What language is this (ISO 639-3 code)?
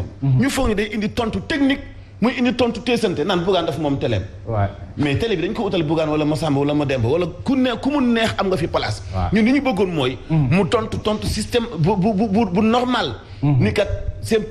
wol